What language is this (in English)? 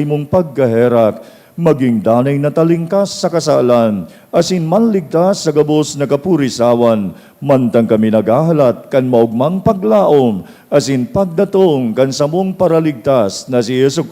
Bikol